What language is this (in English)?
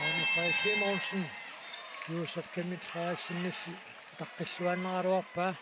Kalaallisut